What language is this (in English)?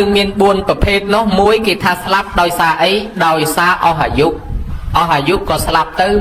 Khmer